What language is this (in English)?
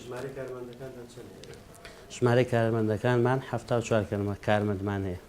Central Kurdish